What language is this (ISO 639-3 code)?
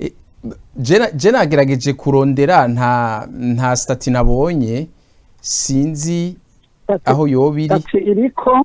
run